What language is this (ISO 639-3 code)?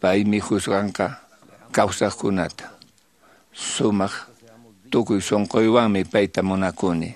que